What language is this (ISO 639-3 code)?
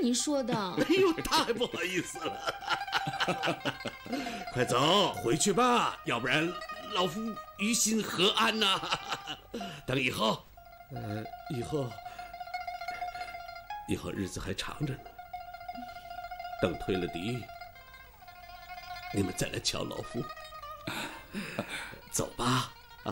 zho